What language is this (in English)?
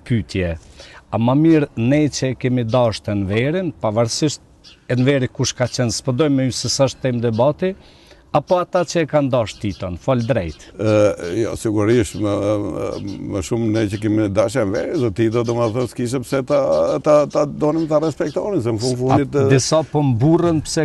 Albanian